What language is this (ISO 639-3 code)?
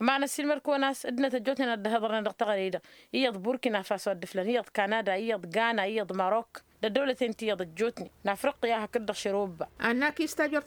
taq